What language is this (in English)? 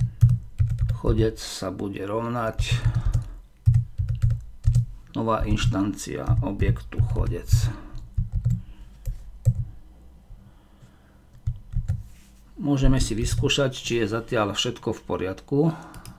Slovak